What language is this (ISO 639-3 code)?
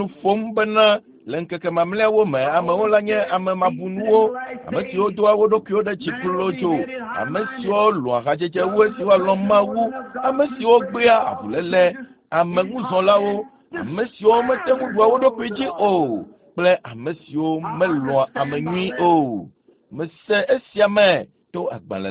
ewe